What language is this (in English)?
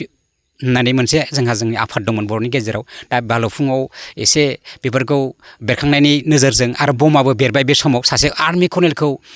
Bodo